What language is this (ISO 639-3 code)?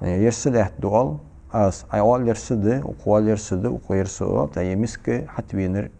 inh